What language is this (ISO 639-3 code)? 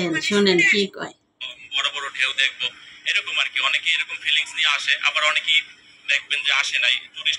ben